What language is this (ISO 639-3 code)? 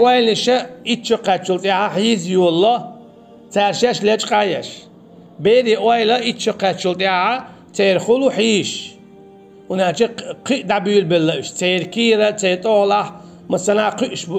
che